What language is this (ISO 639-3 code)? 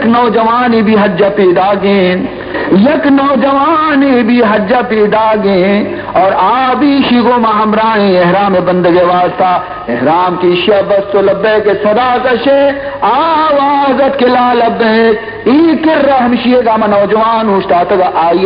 bal